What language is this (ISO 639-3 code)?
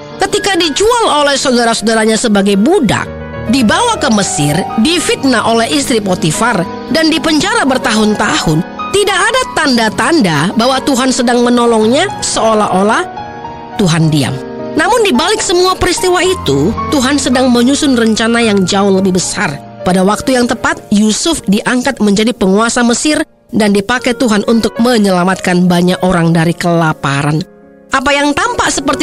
ind